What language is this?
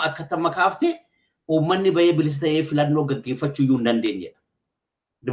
Oromo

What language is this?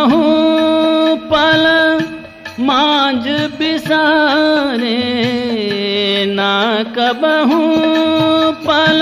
Hindi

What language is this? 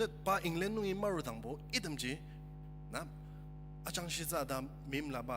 Ao Naga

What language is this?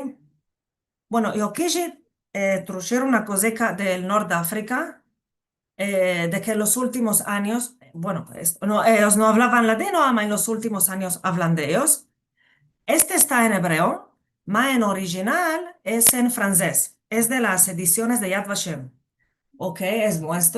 Ladino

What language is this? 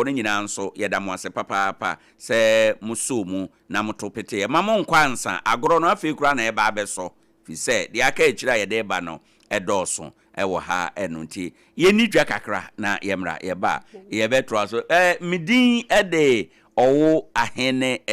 Akan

